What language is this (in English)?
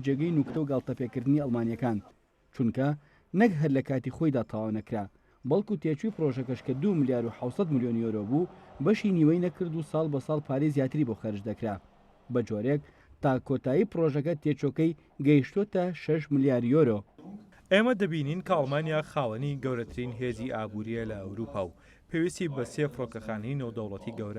Central Kurdish